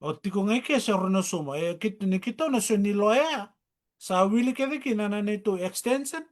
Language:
Fijian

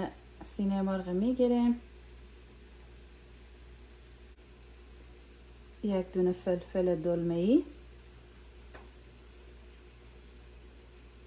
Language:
Persian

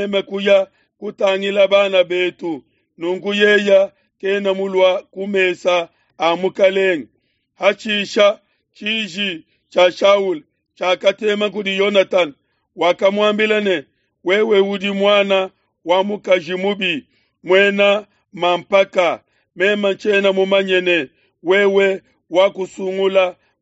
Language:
Luba-Lulua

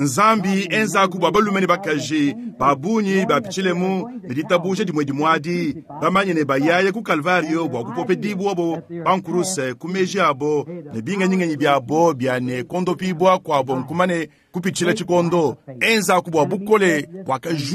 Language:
Luba-Lulua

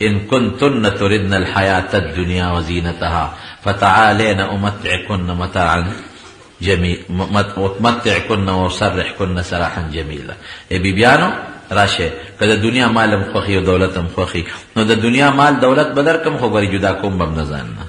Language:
Pashto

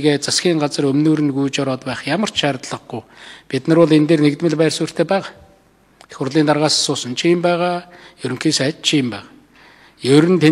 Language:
Mongolian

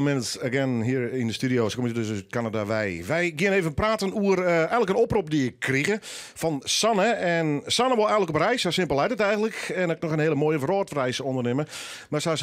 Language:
Western Frisian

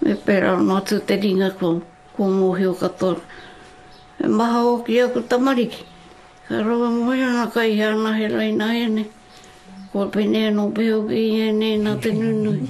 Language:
Māori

